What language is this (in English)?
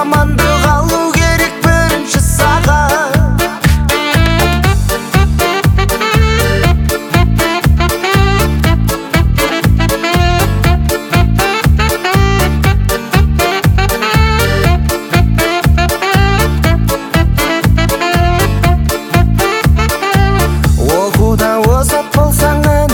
Kazakh